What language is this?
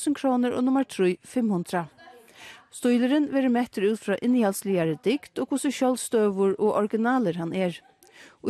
Faroese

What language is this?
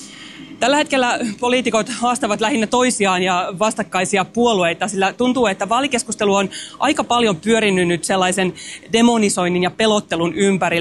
Finnish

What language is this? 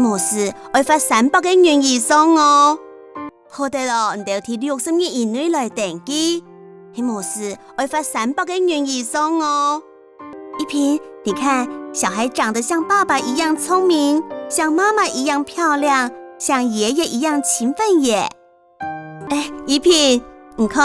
Hakka Chinese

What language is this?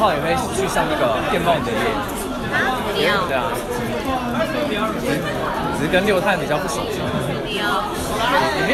Chinese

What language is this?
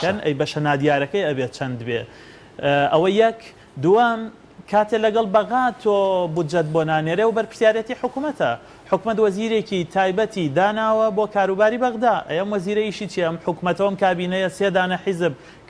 Central Kurdish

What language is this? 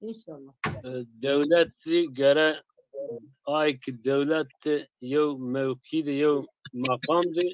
Zaza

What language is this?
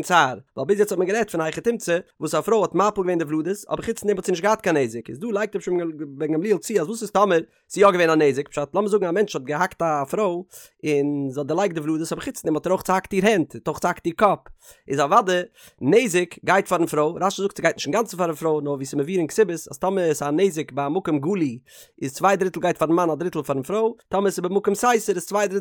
Yiddish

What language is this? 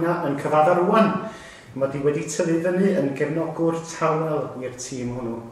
Welsh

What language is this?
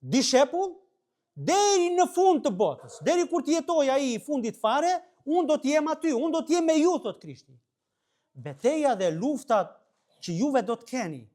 Albanian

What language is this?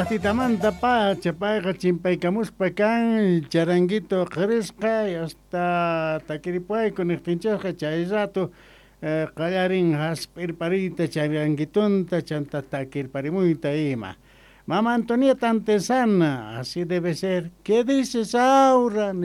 Quechua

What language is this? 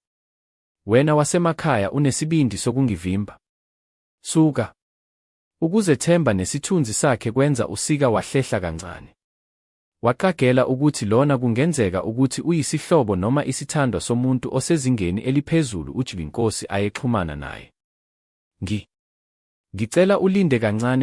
Zulu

